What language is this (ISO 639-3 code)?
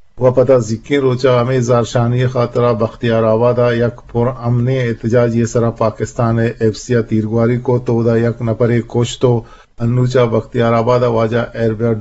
bgp